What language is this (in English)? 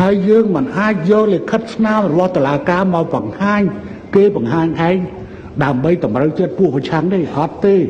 Khmer